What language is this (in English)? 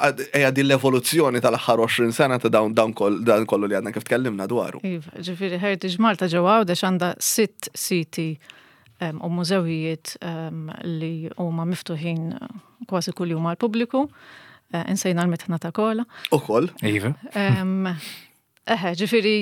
Maltese